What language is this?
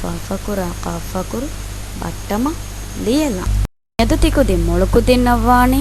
Divehi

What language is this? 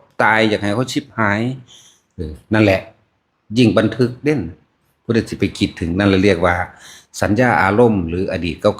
Northeastern Thai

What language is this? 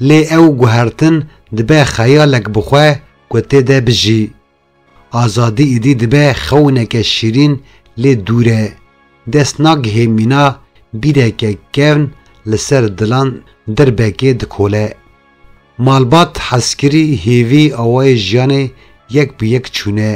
Kurdish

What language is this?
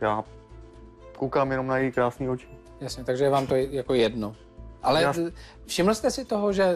Czech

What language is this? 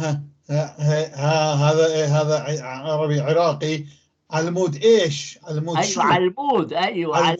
North Levantine Arabic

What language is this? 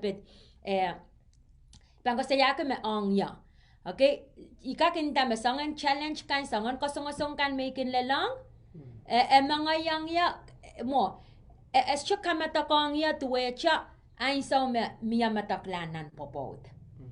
Pohnpeian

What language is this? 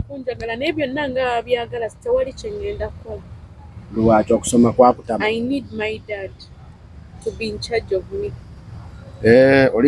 Ganda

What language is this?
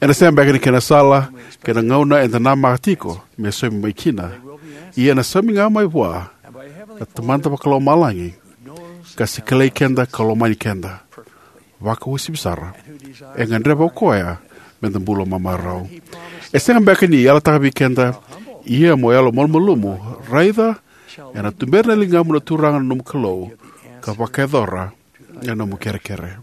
Fijian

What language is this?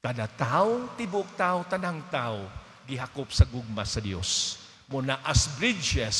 Cebuano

